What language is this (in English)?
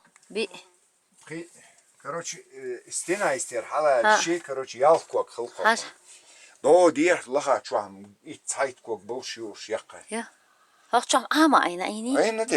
Chechen